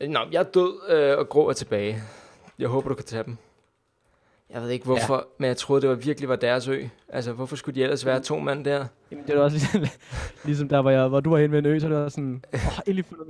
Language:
Danish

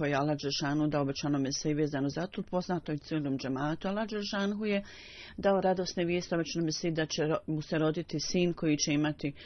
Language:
Bosnian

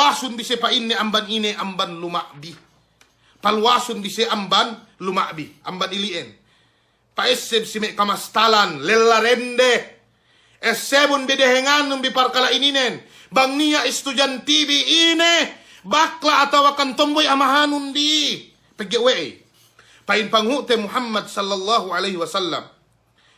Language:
Yakan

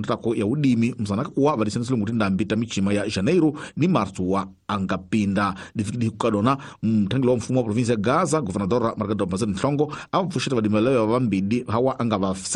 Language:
Tsonga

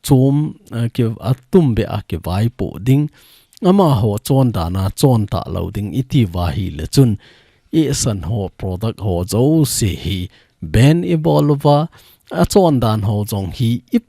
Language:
Thado Chin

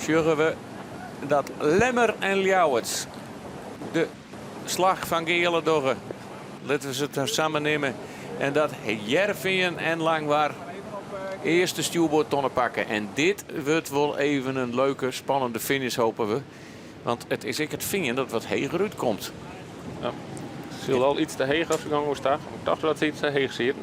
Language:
Western Frisian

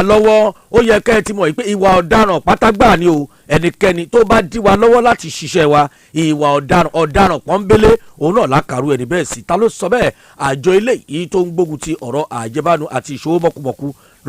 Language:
Yoruba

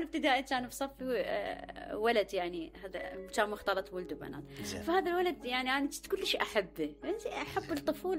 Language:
Mesopotamian Arabic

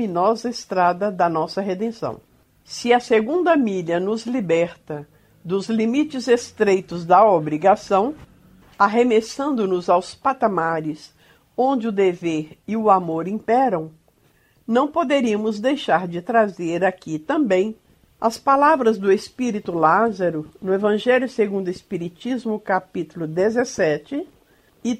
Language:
Portuguese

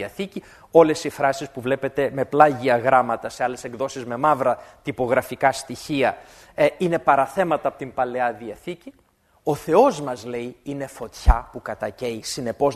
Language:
Greek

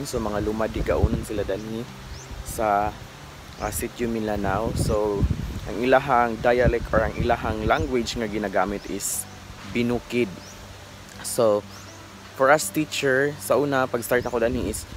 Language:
Cebuano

